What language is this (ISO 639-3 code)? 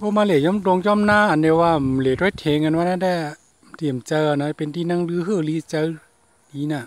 shn